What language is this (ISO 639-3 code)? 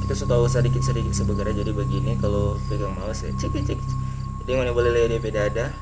xmm